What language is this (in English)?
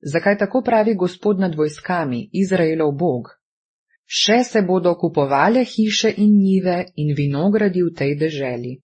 Slovenian